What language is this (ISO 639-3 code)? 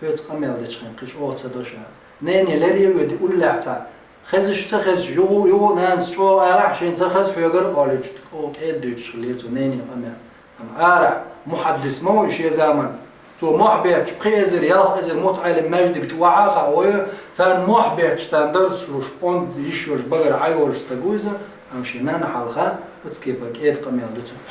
che